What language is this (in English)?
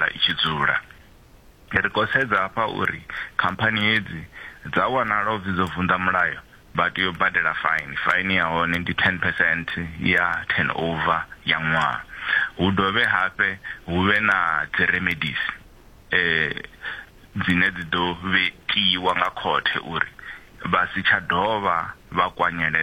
Venda